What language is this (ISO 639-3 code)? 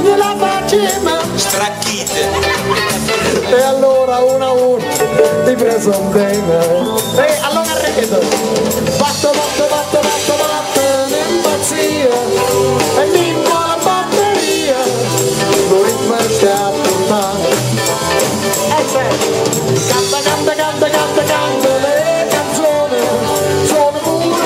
ita